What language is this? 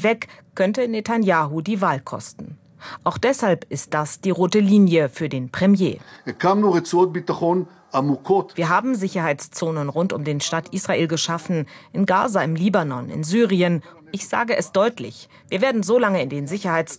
German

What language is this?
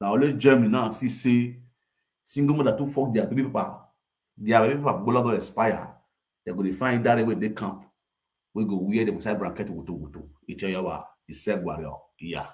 Nigerian Pidgin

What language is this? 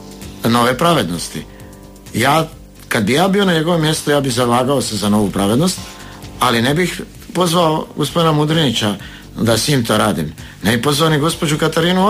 Croatian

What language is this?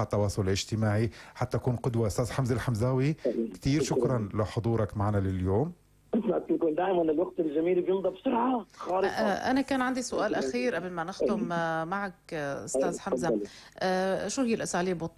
North Levantine Arabic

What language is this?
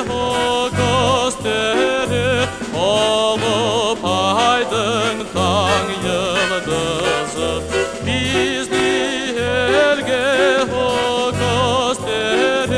Crimean Tatar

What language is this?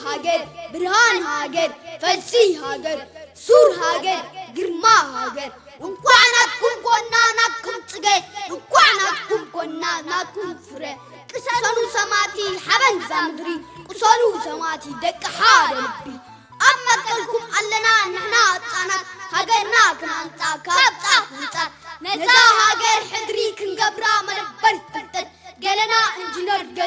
Tigrinya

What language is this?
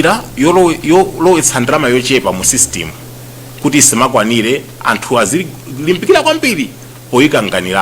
Nyanja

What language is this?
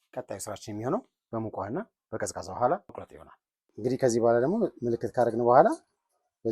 Amharic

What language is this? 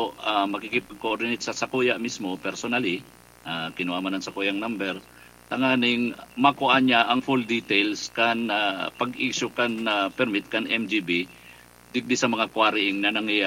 Bikol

